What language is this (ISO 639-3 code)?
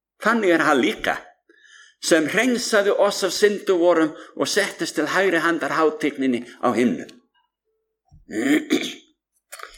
isl